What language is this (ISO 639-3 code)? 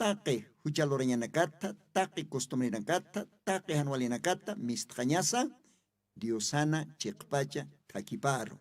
aym